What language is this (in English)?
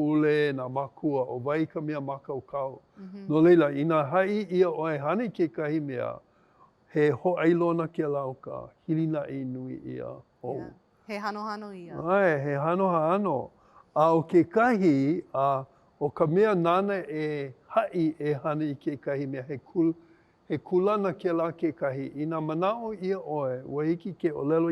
Hawaiian